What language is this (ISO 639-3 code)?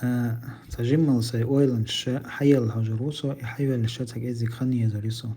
che